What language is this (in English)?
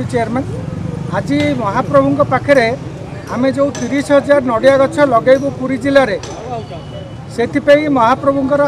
Odia